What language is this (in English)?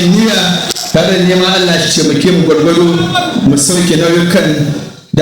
Hausa